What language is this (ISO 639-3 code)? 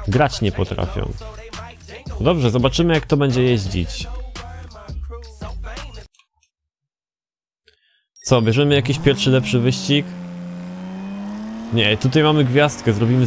pol